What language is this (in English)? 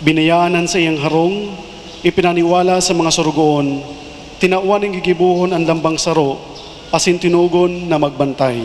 Bikol